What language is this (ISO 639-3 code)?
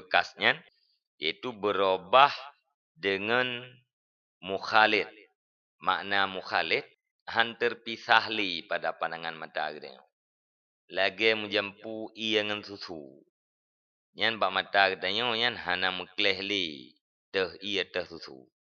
ace